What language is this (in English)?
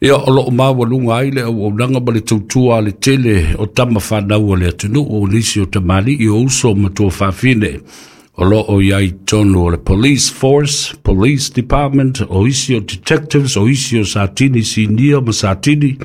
Samoan